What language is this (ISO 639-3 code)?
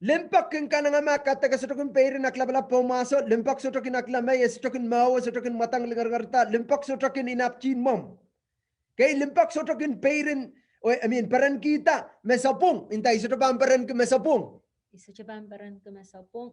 pon